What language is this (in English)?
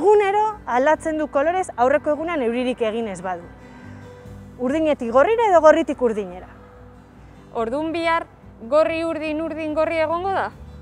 Basque